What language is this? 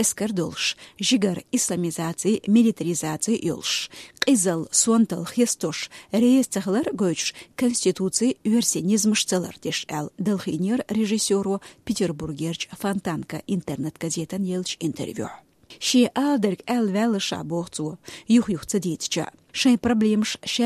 Chechen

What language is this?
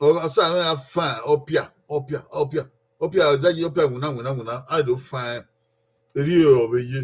Bini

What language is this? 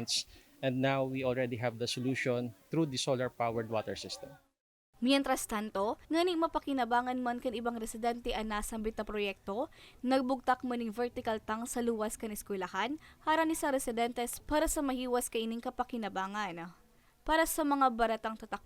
Bikol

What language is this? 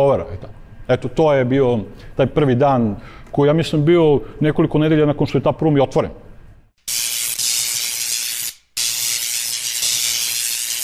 Serbian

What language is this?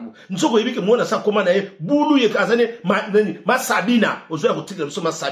Lingala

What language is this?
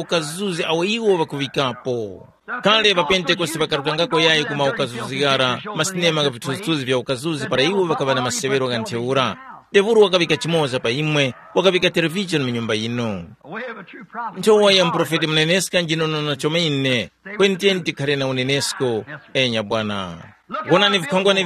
Tumbuka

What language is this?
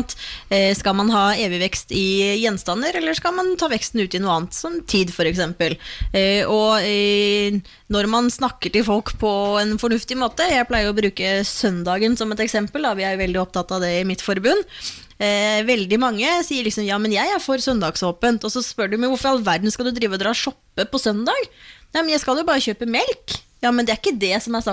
Norwegian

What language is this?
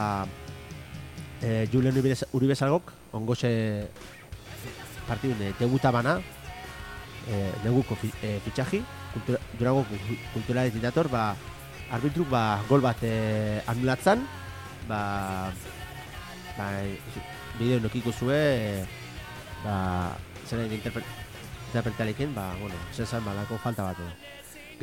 Basque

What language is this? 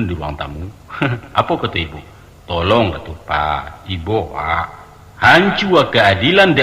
Minangkabau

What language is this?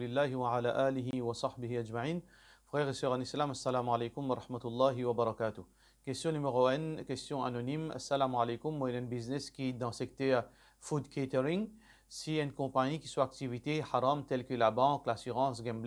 Morisyen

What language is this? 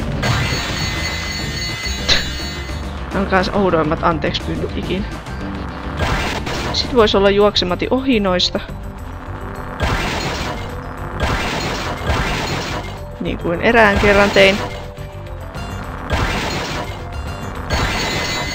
Finnish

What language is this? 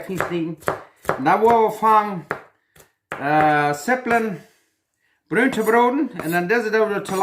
Plautdietsch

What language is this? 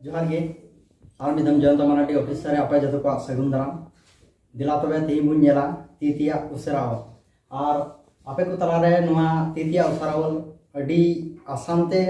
Santali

